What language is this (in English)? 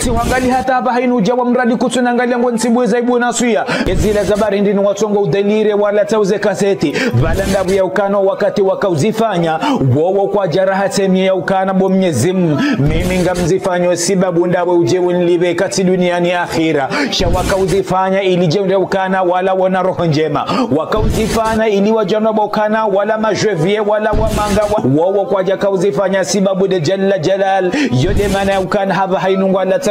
Ngazidja Comorian